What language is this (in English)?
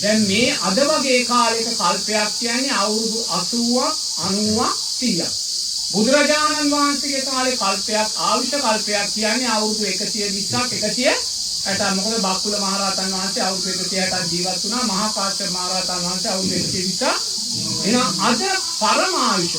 Sinhala